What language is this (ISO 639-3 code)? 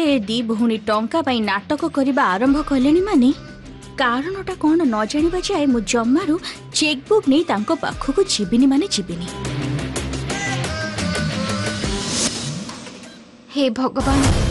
ori